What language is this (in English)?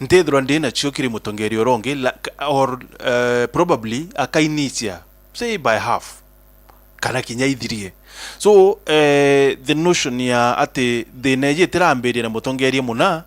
Meru